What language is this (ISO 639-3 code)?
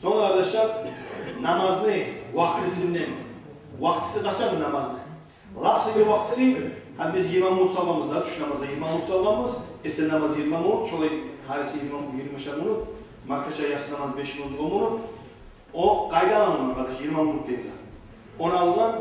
kum